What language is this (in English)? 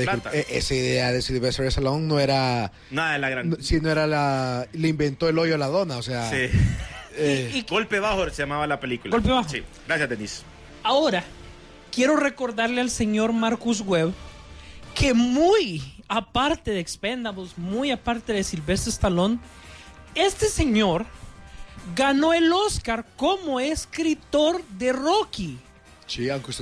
Spanish